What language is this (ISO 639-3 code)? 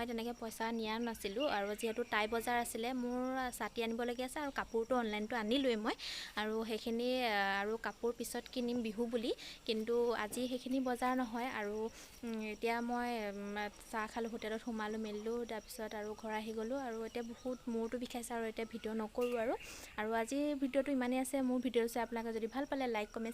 asm